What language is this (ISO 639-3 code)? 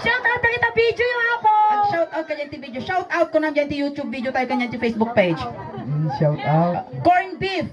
ilo